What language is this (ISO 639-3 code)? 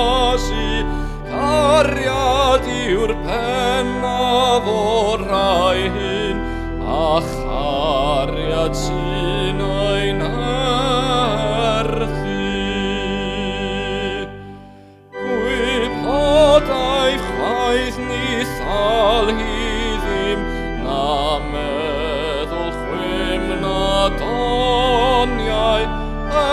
cym